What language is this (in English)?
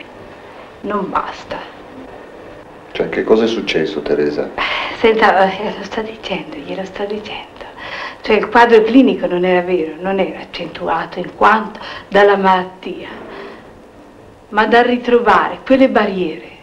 Italian